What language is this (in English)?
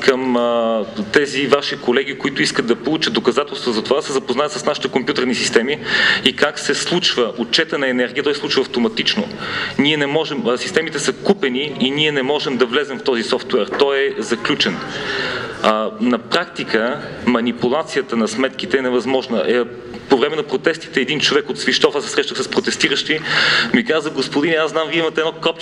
Bulgarian